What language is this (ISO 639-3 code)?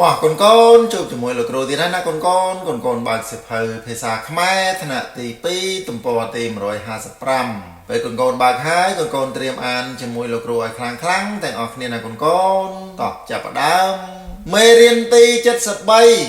khm